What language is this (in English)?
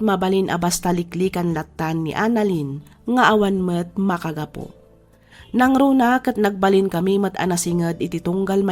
Iloko